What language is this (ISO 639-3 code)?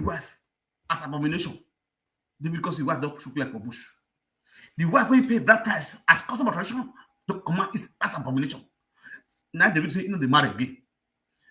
pcm